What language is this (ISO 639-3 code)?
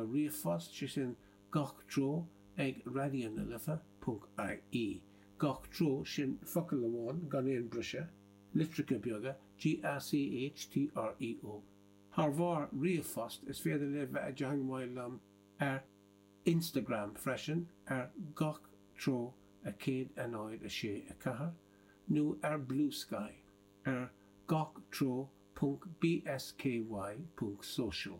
gle